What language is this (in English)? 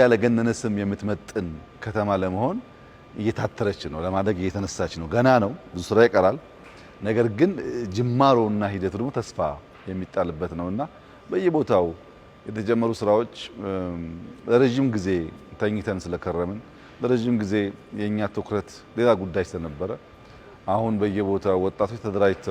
Amharic